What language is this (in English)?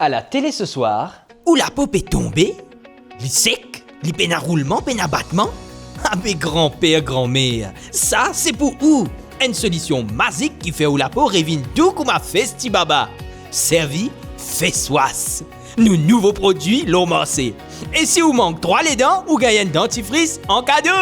Morisyen